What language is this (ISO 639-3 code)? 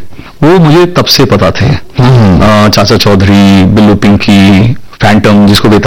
hin